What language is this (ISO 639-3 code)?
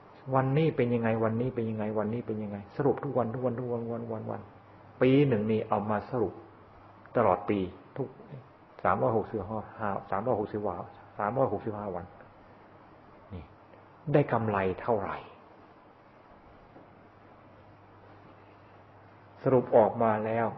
tha